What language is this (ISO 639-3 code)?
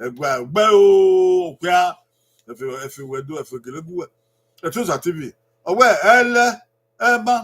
bin